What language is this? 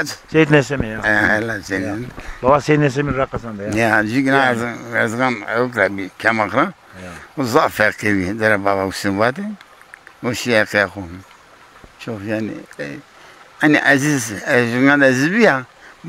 Zaza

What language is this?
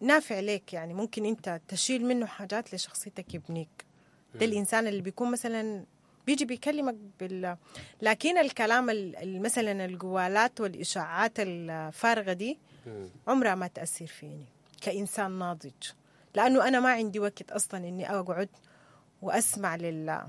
Sudanese Arabic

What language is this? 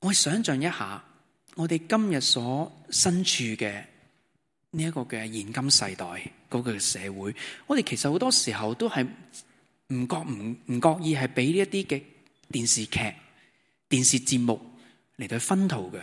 Cantonese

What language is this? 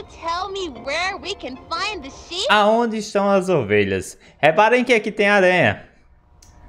Portuguese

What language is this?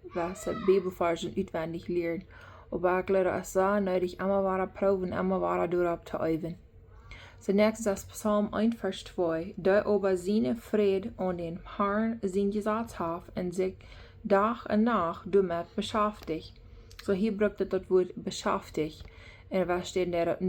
Plautdietsch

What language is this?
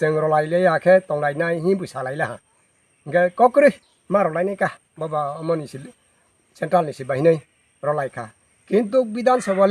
Kok Borok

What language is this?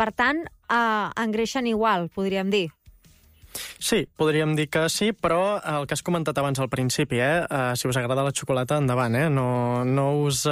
Catalan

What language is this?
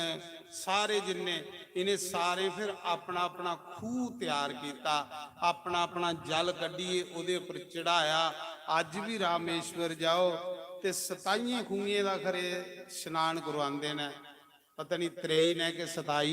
Dogri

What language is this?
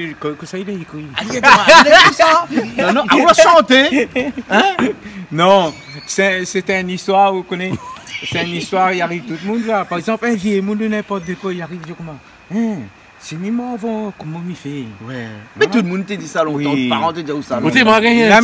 Réunion Creole French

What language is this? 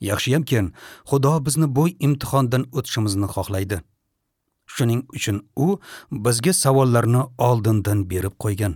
Uzbek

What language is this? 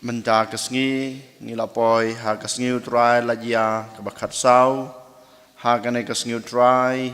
Khasi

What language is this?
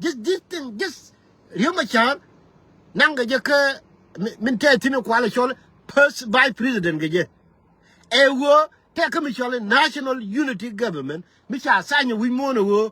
Nuer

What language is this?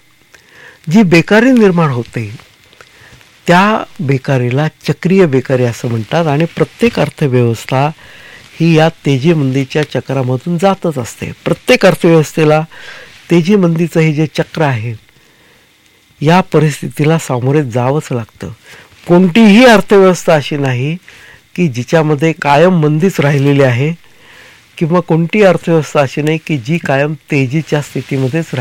Marathi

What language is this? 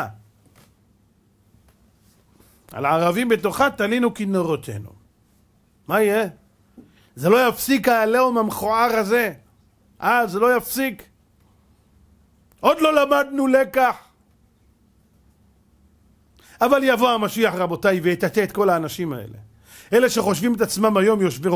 Hebrew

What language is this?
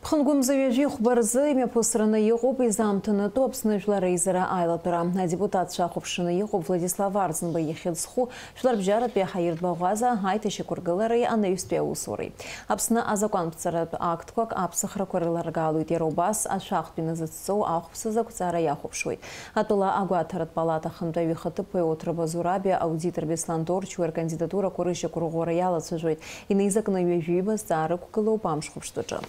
Abkhazian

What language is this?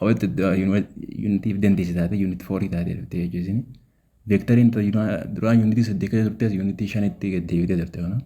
Oromo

